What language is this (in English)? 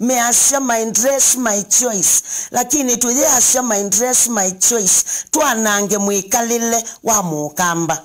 Kamba